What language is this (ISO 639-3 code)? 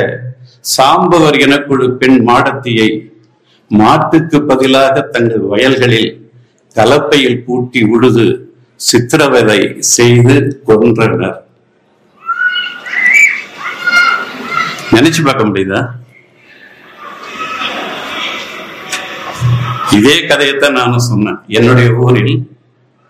tam